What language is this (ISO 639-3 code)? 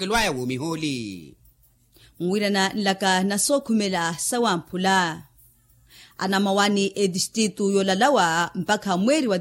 vmw